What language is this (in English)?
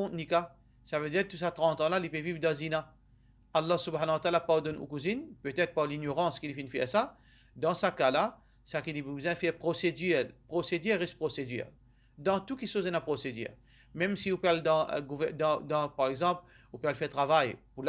Morisyen